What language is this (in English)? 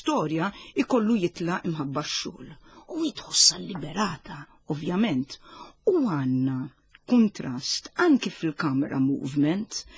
Maltese